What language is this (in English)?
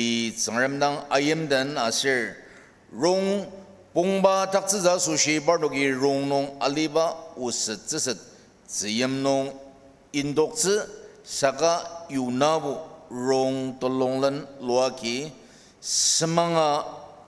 Ao Naga